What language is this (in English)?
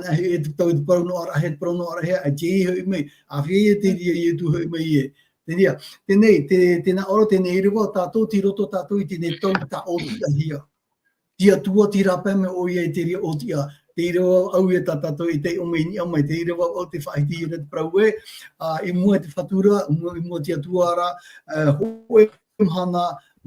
Tahitian